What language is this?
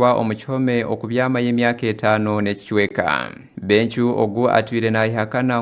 Nyankole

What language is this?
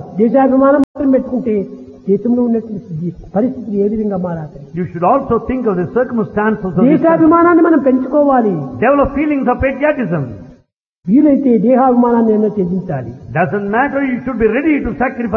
Telugu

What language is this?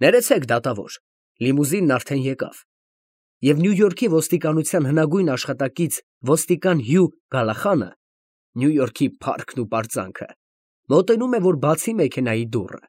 Armenian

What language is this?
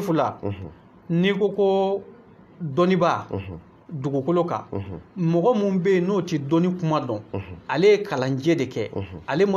Bambara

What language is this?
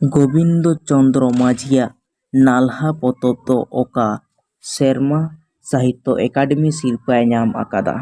Santali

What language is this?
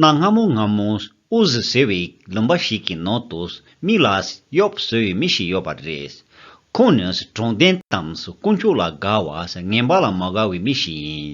Tibetan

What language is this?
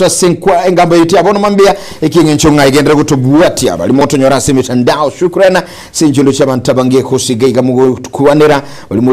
Gusii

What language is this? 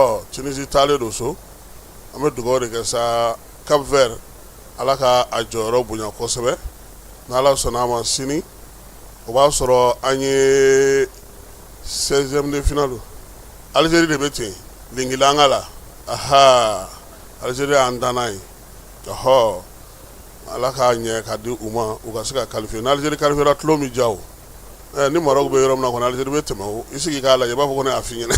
Bambara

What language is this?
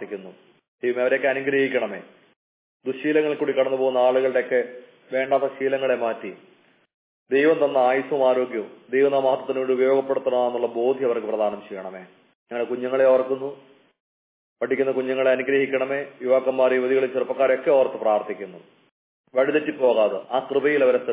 Malayalam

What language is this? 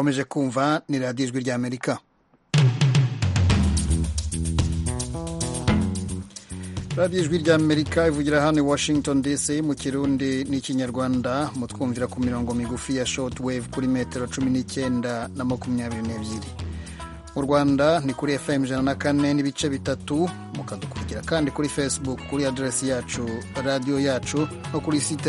Kinyarwanda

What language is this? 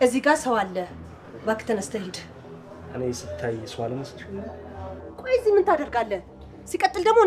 Amharic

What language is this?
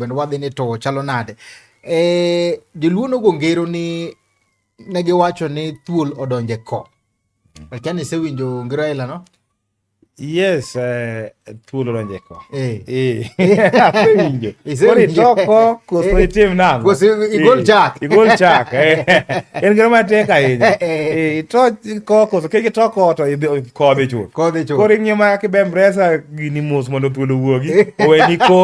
Luo (Kenya and Tanzania)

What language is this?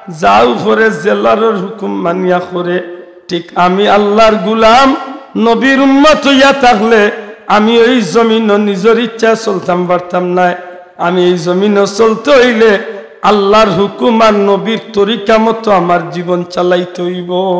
Sylheti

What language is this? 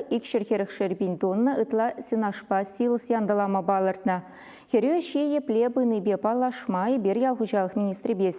Chuvash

